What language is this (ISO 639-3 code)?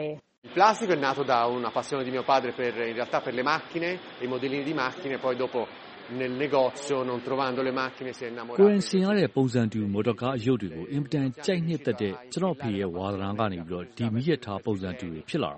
mya